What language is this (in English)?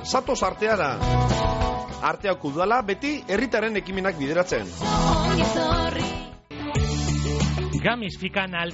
Basque